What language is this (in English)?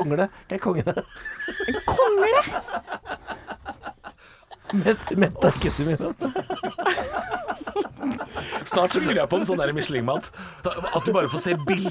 Norwegian